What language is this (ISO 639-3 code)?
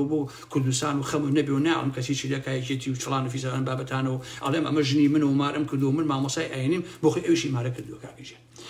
ckb